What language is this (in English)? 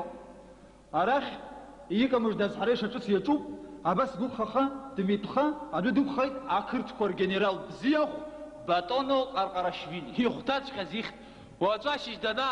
Abkhazian